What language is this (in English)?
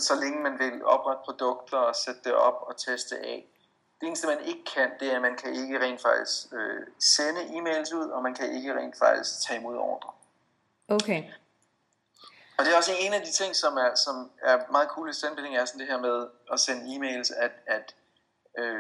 Danish